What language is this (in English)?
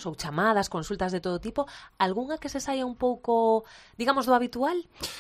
Galician